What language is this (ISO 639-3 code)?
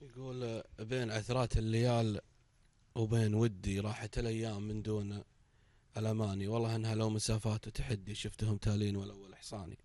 afb